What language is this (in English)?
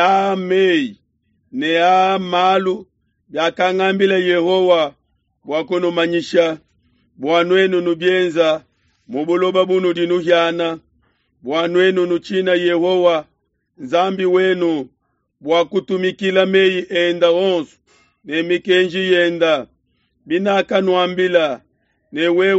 Luba-Lulua